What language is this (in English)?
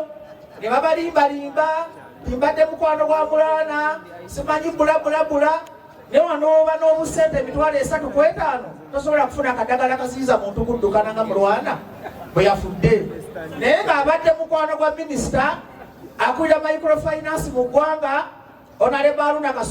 Ganda